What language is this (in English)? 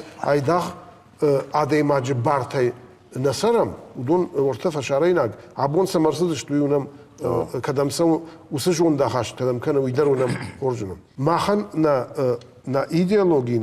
Ossetic